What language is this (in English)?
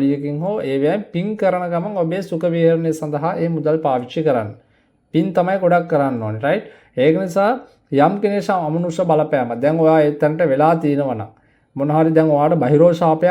Sinhala